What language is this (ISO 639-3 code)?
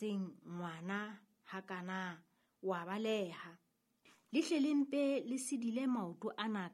sot